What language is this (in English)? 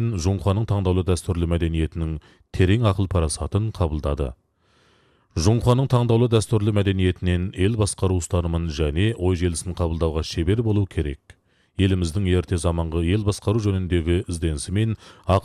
Kazakh